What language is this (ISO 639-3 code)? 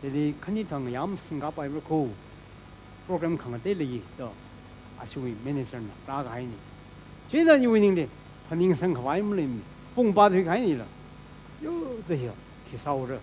nmf